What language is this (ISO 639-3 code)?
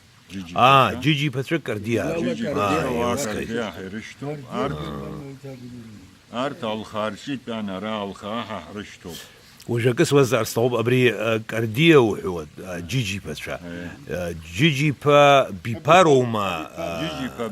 abk